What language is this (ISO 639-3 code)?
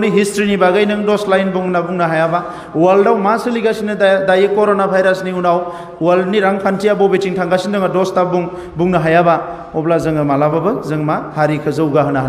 brx